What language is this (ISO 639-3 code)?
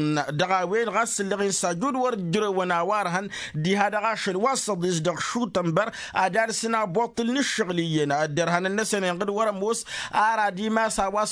taq